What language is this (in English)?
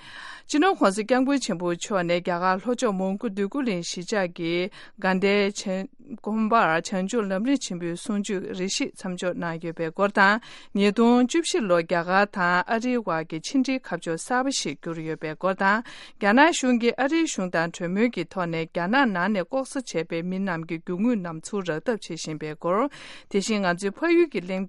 Tibetan